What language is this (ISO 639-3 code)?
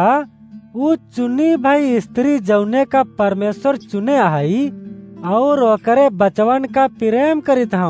awa